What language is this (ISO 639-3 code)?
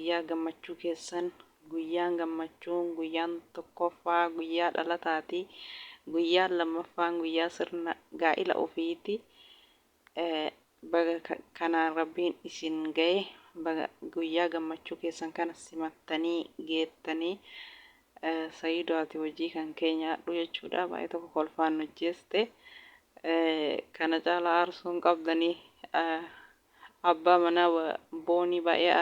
orm